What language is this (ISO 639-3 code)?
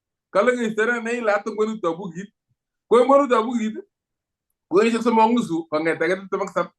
kln